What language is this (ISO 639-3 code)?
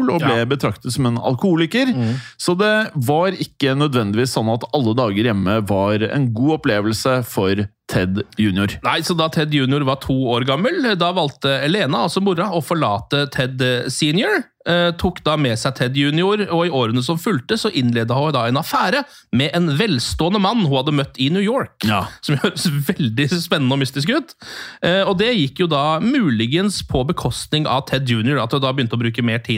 nor